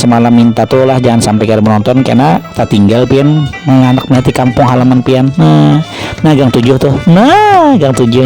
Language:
Banjar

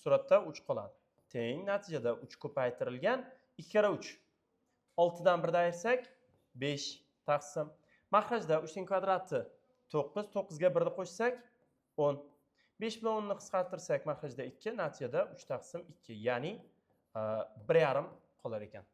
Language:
Uzbek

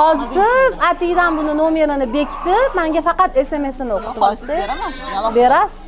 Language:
Uzbek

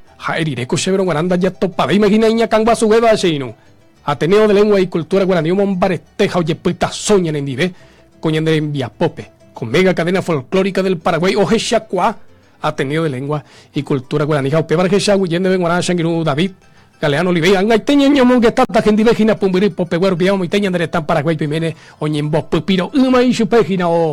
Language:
Guarani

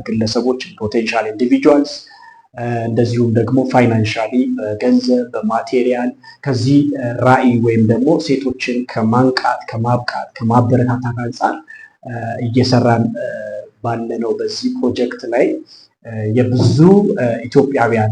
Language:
Amharic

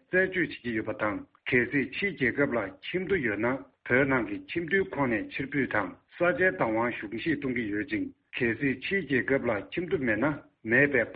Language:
Tibetan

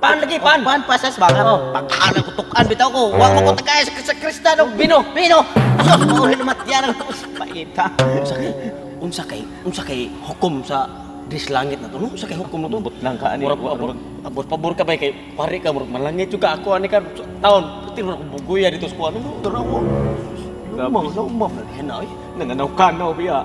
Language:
Cebuano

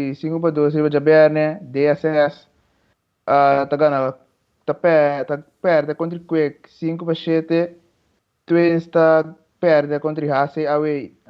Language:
Papiamento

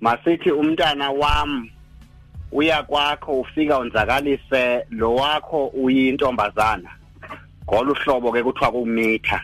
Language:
Xhosa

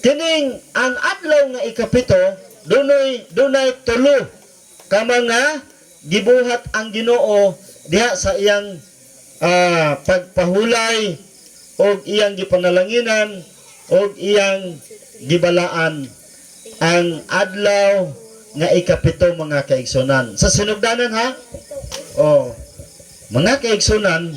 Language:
Cebuano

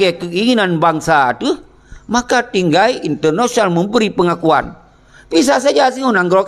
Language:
Achinese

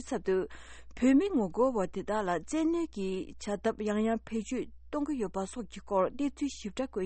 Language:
Tibetan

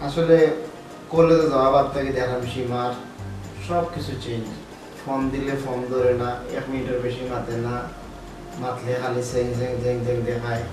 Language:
Sylheti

